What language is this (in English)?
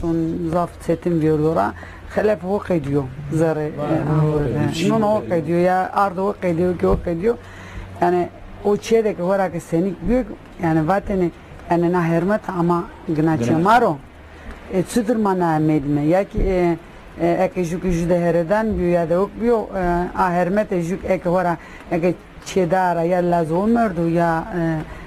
Zaza